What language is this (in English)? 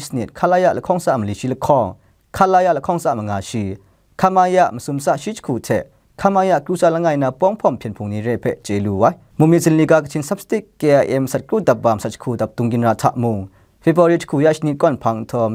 Kachin